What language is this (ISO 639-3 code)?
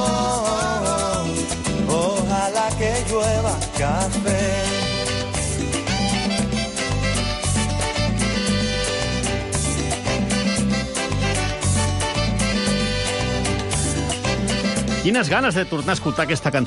cat